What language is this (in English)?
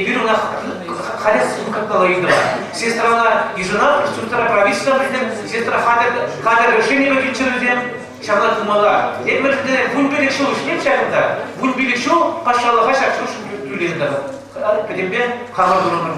Chuvash